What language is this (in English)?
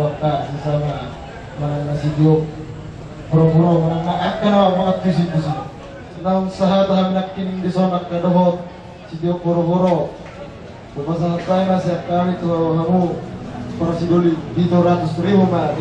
Batak Toba